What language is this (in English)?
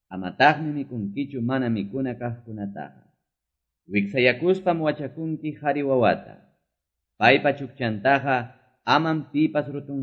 Quechua